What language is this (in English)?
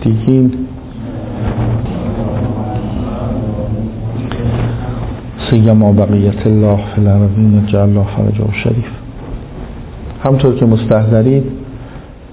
Persian